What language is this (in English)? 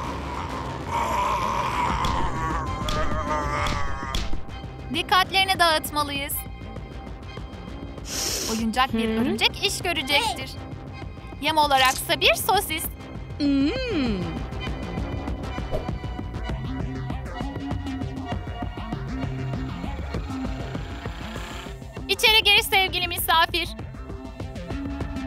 Turkish